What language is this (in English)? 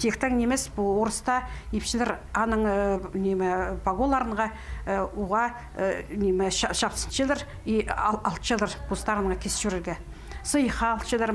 Khakas